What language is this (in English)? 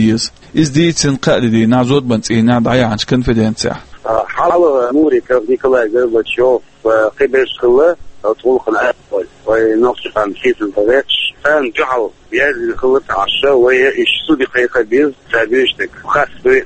Chechen